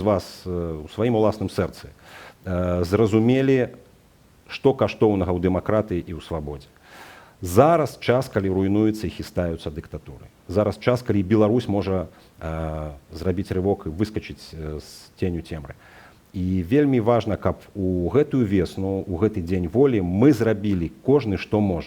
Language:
Belarusian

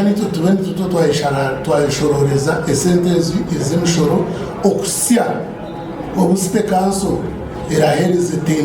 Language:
Nyankole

